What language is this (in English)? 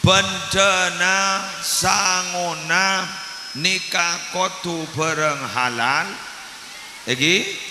Madurese